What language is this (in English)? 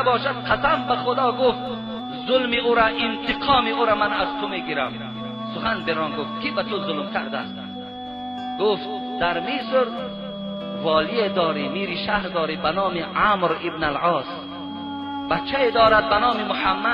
Tajik